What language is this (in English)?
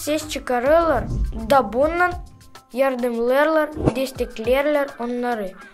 Gagauz